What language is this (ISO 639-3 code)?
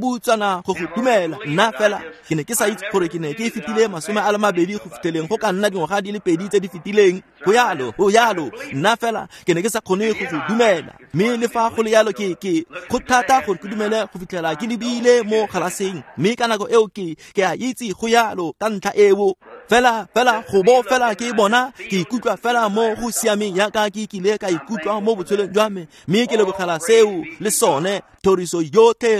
tsn